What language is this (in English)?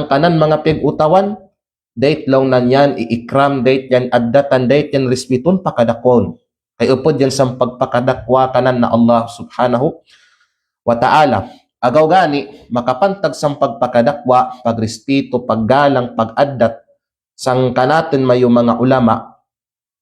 Kalagan